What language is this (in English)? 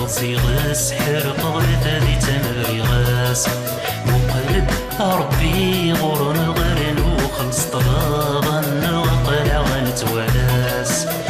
Kabyle